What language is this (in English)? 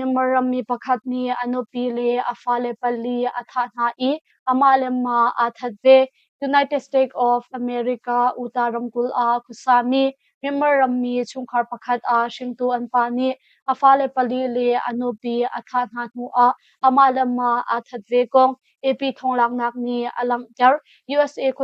Hakha Chin